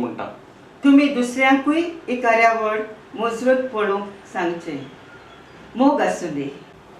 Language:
Konkani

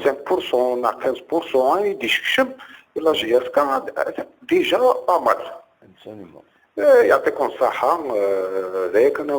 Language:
Kabyle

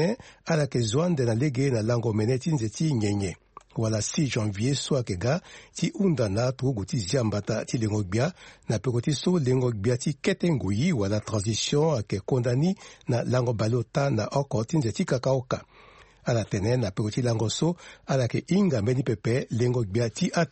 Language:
Sango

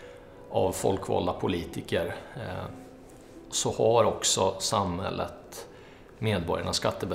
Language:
Swedish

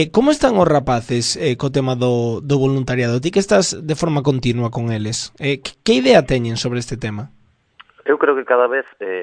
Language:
Galician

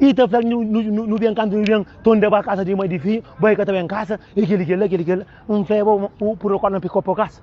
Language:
Kabuverdianu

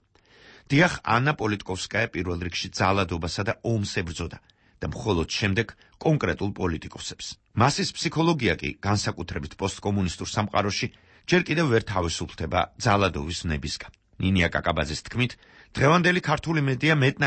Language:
Georgian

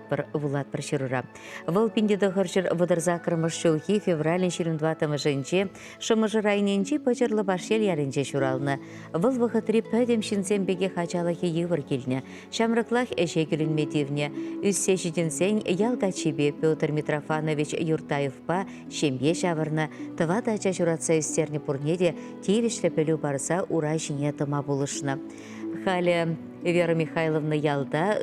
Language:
Chuvash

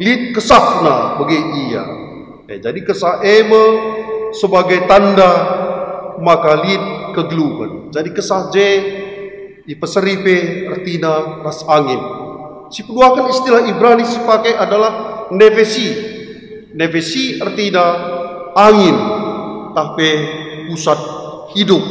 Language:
Batak Karo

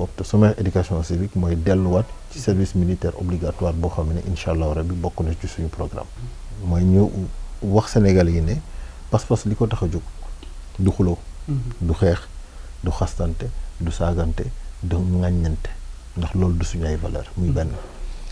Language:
Wolof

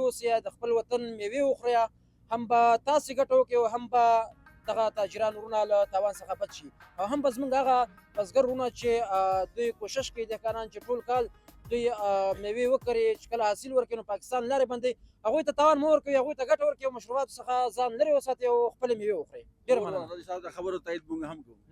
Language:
Pashto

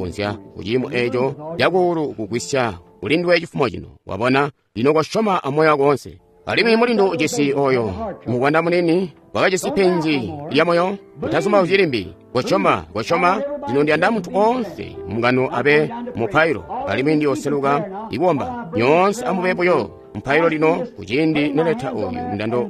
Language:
Tonga (Zambia)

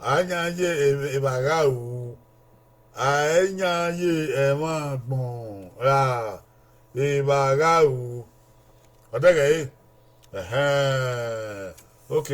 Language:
Bini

